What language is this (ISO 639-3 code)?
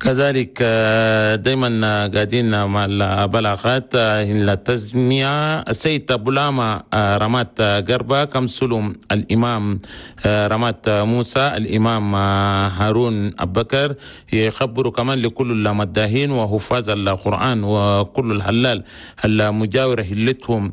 shu